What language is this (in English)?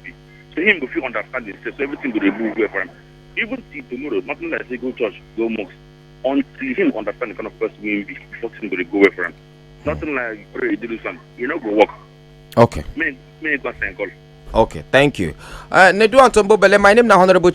Nigerian Pidgin